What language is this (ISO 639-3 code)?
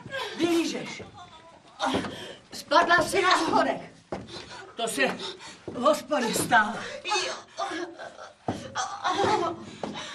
ces